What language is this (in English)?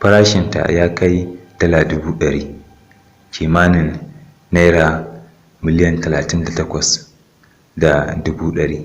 Hausa